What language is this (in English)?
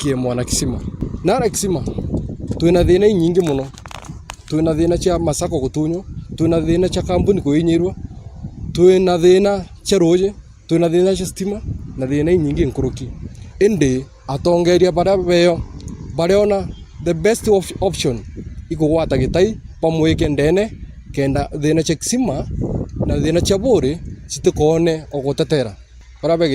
Meru